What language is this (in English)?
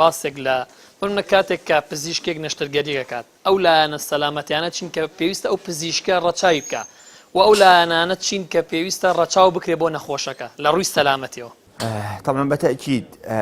Central Kurdish